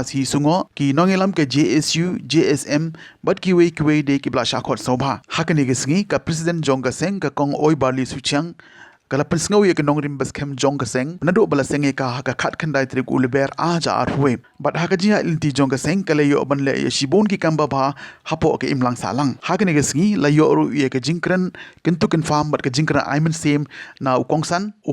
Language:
Khasi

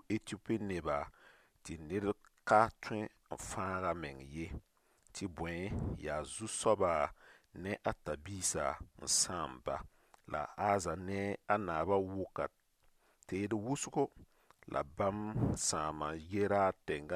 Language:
Mossi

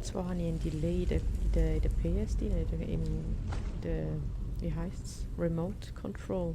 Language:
Swiss German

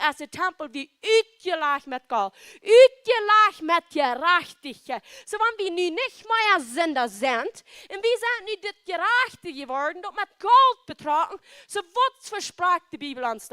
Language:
Plautdietsch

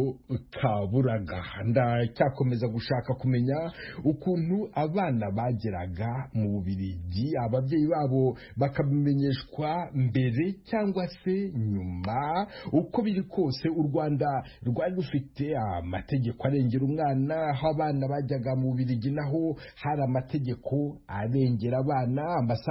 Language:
Kinyarwanda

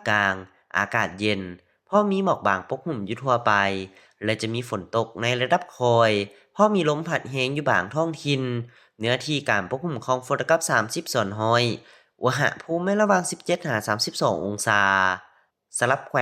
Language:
Lao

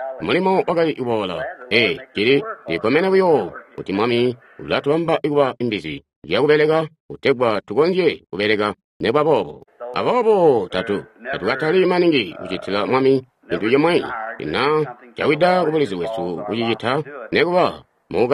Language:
Tonga (Zambia)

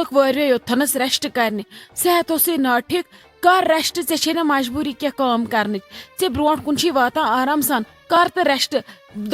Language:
Kashmiri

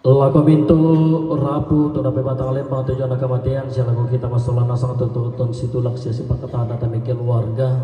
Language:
Toraja-Sa'dan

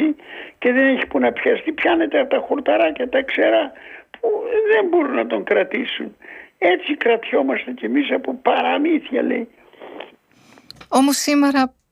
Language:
Greek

